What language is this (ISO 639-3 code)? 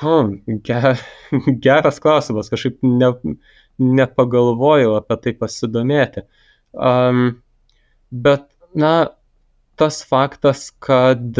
lit